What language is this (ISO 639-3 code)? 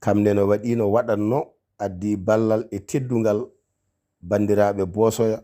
ful